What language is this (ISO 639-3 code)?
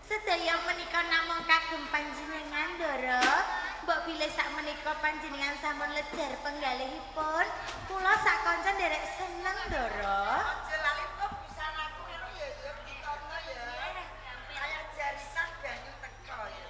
jav